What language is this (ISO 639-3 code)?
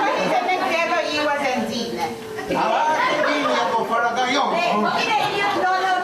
moh